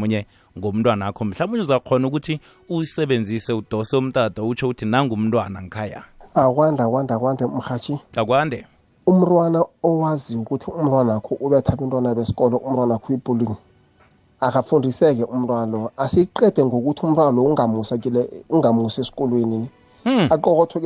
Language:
South Ndebele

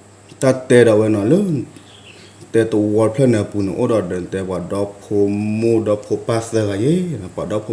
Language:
S'gaw Karen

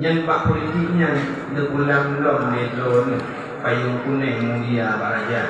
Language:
Achinese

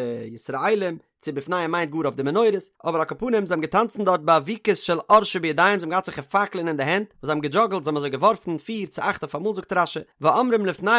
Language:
Yiddish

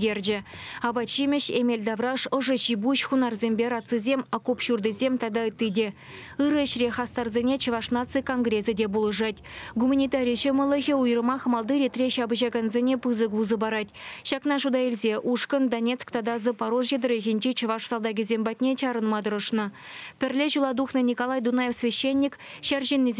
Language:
Chuvash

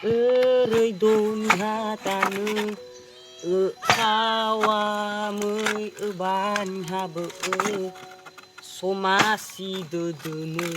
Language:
Nias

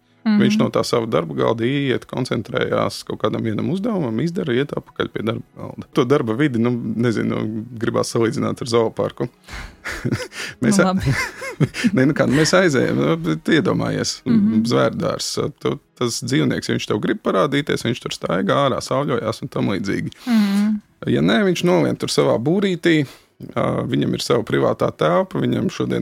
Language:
Latvian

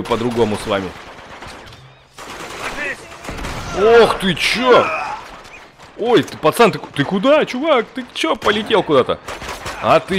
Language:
Russian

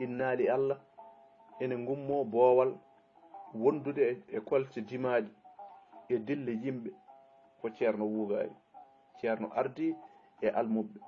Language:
Fula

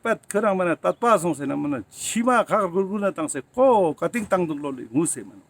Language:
Ladakhi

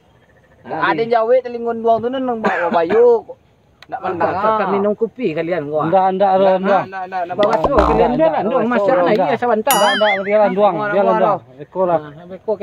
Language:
Minangkabau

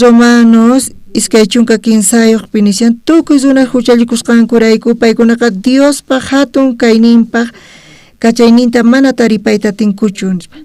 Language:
South Bolivian Quechua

